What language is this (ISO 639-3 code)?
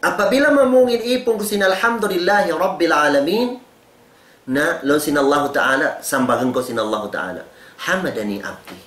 tsg